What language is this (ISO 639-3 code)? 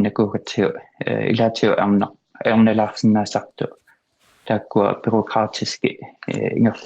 kal